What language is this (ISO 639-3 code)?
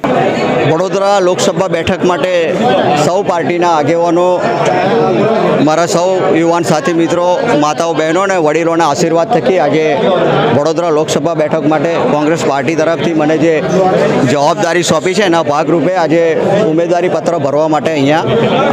guj